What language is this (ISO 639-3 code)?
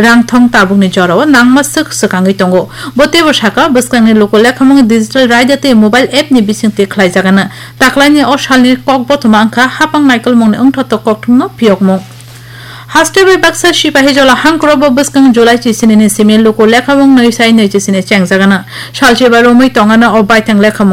trp